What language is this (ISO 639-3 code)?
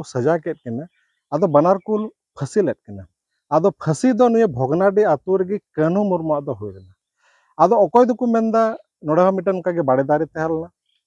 sat